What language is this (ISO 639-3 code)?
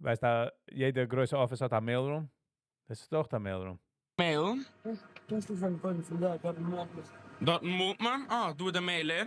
yid